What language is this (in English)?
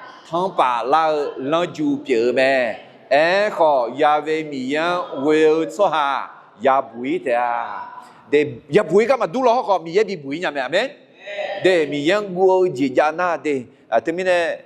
Akha